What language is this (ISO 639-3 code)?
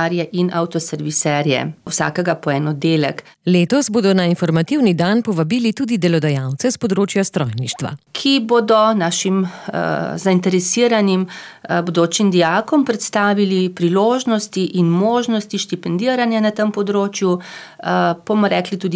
slv